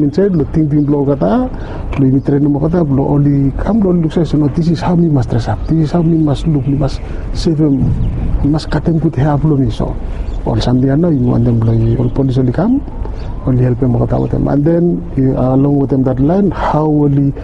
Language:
Bislama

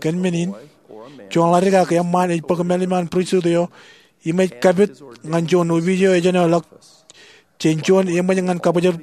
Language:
Marshallese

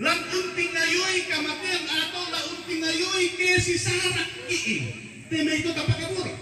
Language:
Toraja-Sa'dan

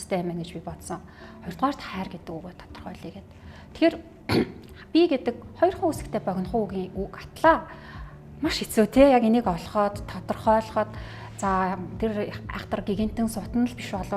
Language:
Mongolian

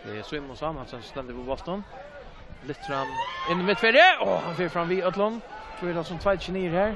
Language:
Faroese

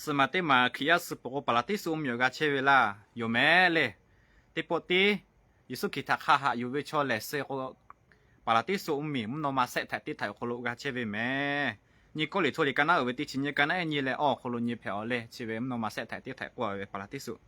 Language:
Lahu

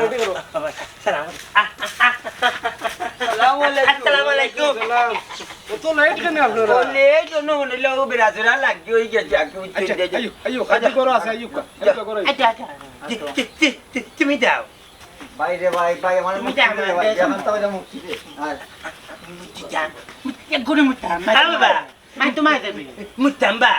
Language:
Sylheti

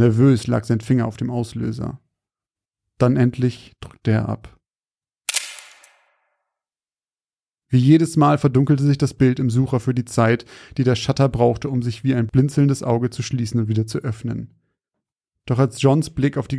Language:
German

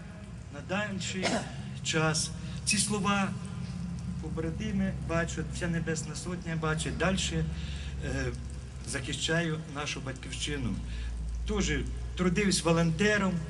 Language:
Ukrainian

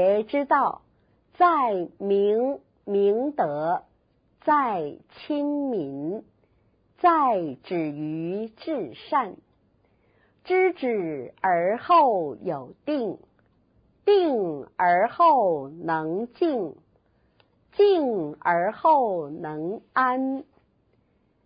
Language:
Chinese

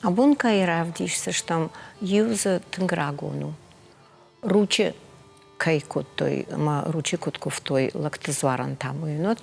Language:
Ossetic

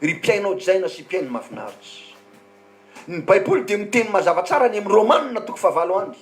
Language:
Malagasy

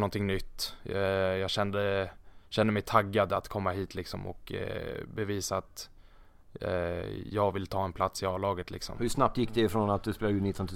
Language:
Swedish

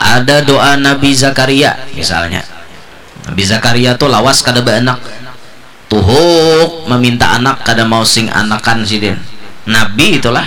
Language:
Banjar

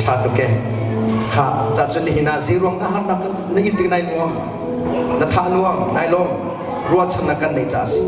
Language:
Hakha Chin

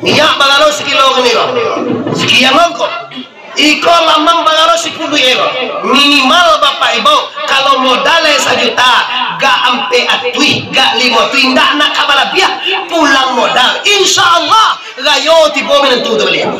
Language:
Minangkabau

